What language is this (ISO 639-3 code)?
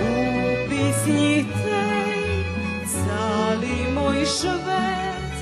rue